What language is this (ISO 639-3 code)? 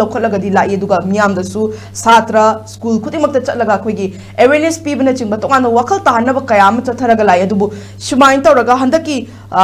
mni